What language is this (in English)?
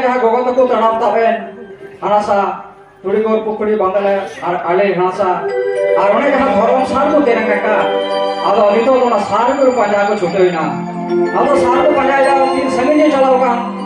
Santali